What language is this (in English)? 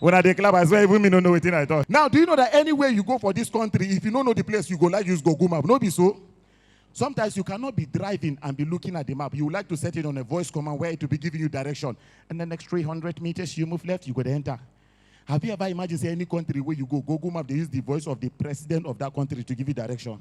Nigerian Pidgin